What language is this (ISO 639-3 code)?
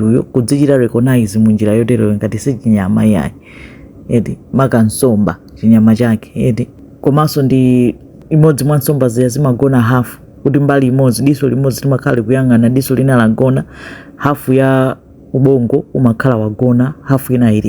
nya